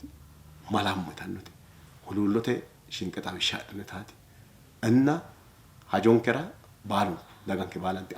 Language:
Sidamo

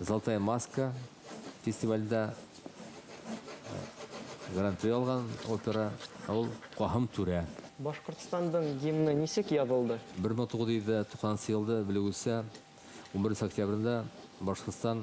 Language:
Bashkir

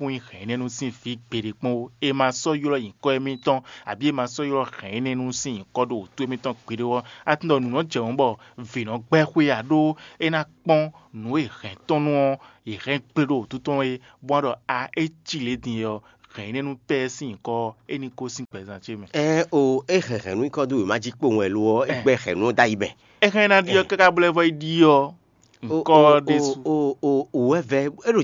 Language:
Fon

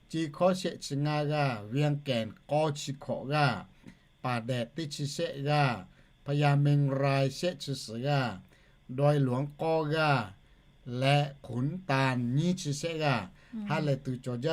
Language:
Lahu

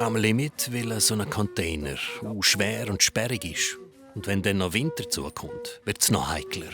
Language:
Swiss German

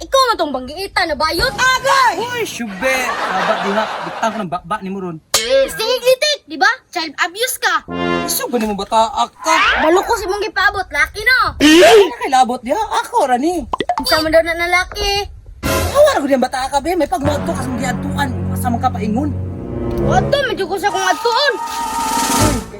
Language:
Cebuano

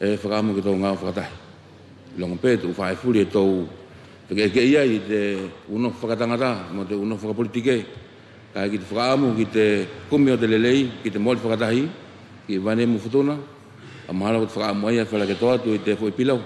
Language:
Wallisian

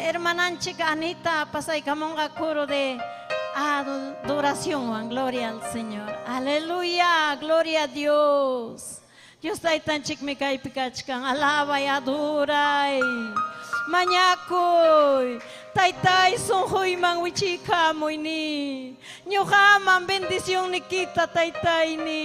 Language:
Ayacucho Quechua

